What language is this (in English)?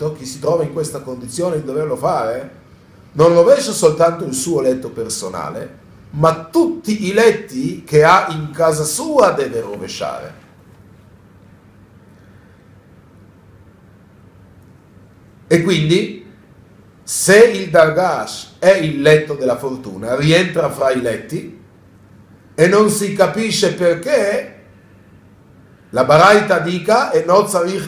Italian